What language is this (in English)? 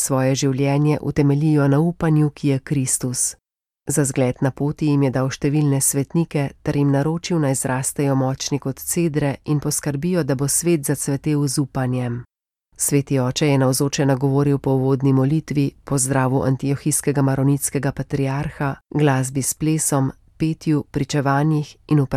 Slovenian